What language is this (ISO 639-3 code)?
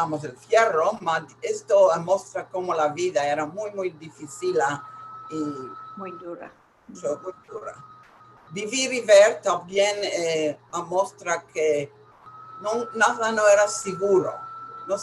lad